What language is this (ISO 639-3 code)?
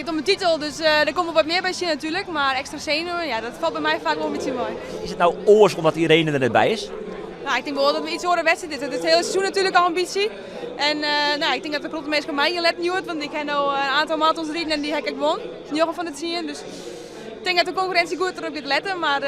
fry